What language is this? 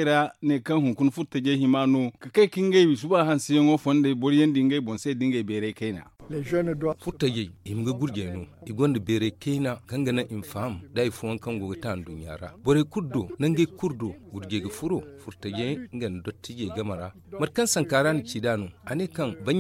Zarma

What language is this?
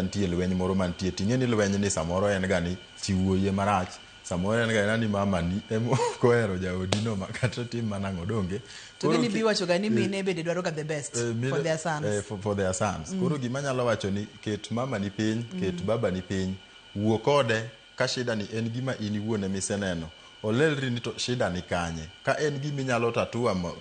Luo (Kenya and Tanzania)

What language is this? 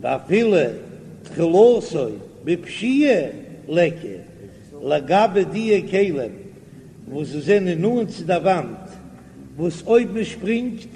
Yiddish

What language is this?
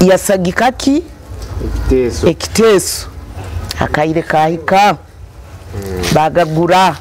Nyoro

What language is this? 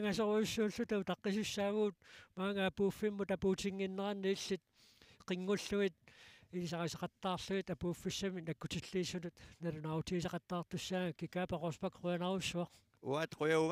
Kalaallisut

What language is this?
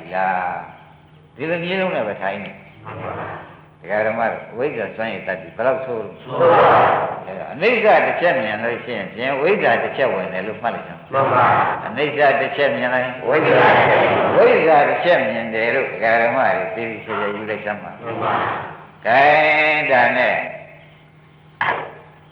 Burmese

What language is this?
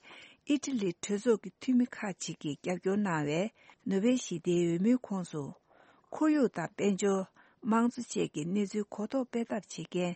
Tibetan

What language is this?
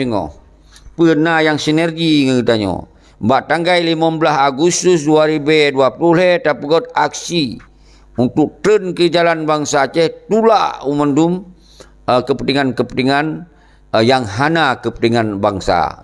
Achinese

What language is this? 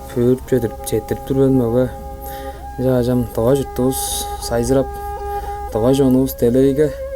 Tuvinian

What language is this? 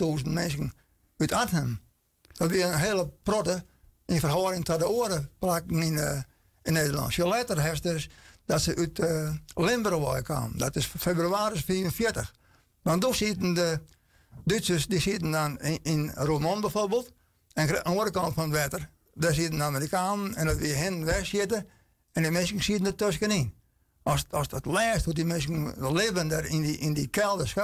Western Frisian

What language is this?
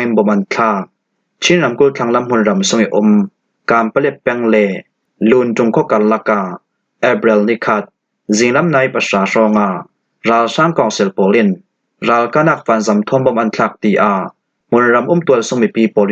Falam Chin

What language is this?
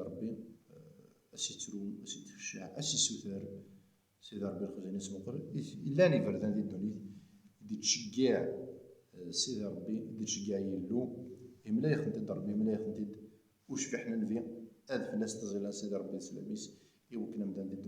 Kabyle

